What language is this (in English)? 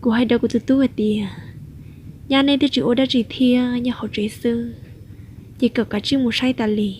Hmong